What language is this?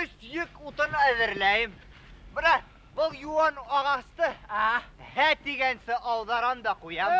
Bashkir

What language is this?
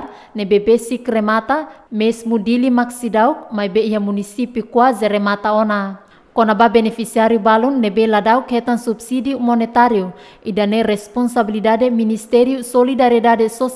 Tetum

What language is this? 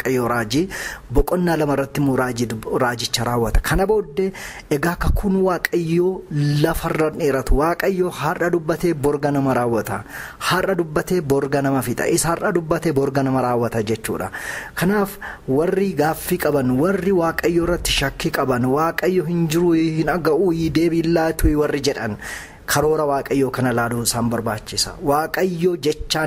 Oromo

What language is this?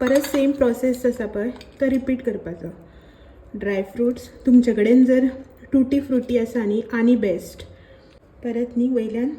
Konkani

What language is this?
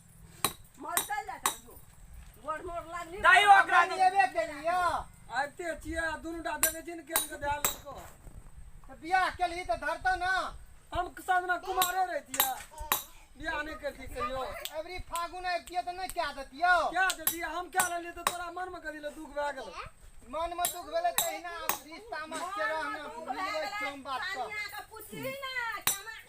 Maithili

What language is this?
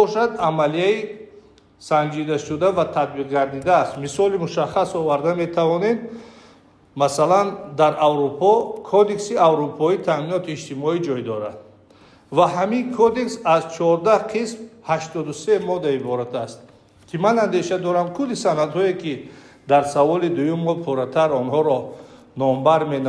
Tajik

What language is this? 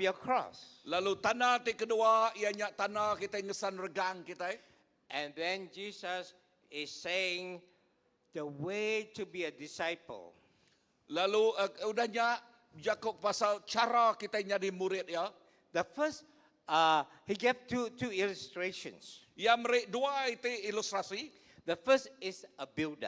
Iban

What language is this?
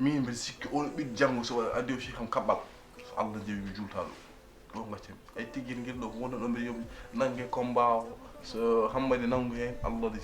Fula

